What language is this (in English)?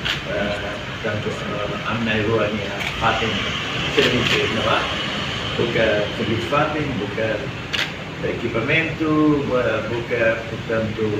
Tetum